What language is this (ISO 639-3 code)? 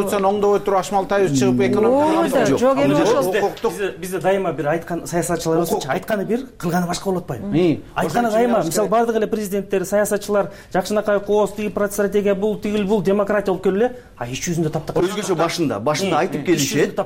kir